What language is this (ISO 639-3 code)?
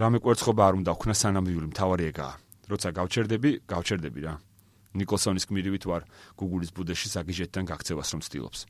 kat